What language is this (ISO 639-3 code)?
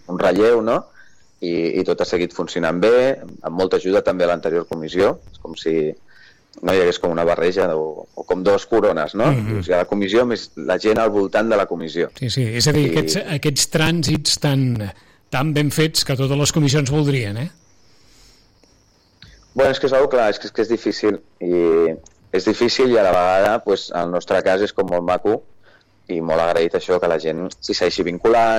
cat